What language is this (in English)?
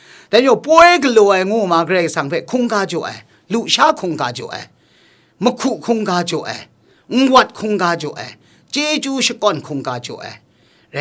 Kachin